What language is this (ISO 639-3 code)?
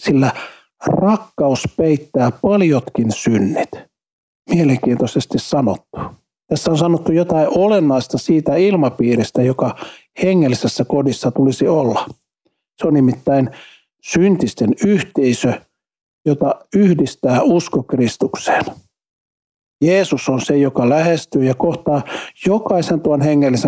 fin